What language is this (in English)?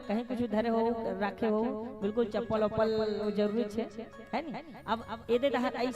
Chhattisgarhi